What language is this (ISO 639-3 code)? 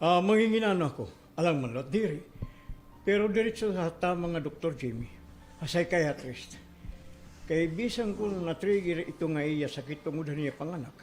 war